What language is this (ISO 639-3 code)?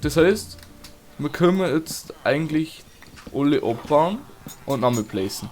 bar